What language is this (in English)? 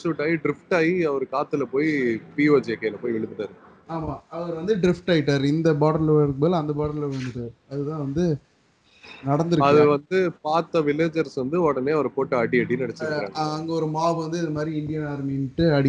Tamil